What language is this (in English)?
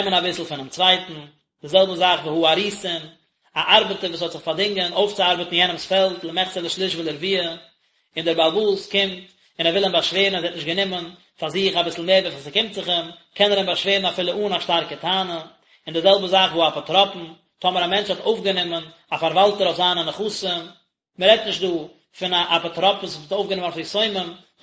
Yiddish